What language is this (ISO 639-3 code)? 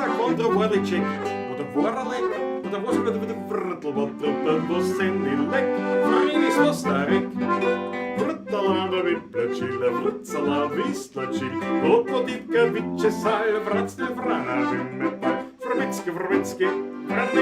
bar